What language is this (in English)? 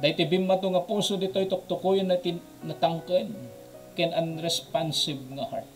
Iloko